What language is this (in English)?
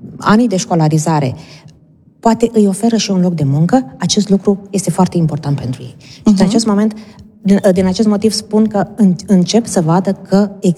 Romanian